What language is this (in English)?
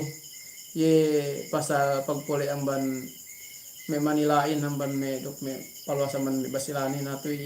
Yakan